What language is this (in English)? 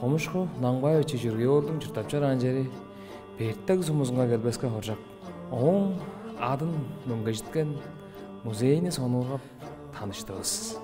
Tuvinian